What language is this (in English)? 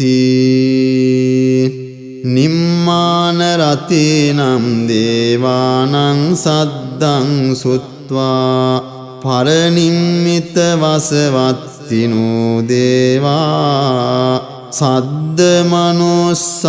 Pali